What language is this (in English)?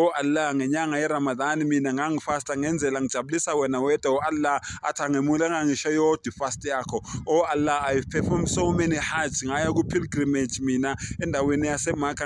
Zulu